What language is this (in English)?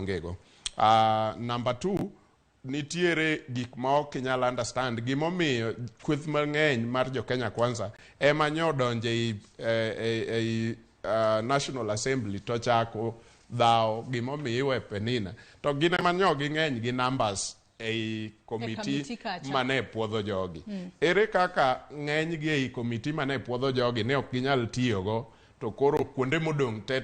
Luo (Kenya and Tanzania)